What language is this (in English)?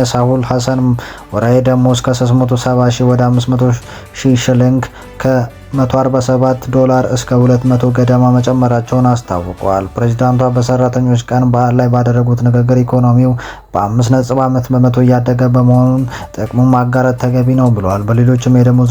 Amharic